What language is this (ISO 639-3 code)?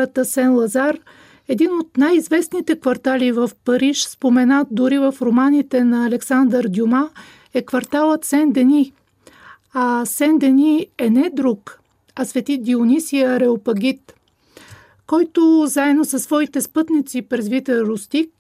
bul